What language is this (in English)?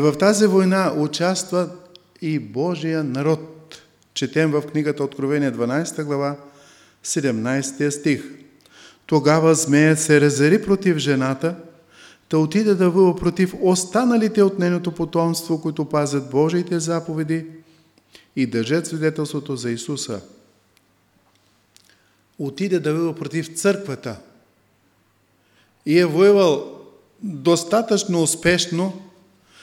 Bulgarian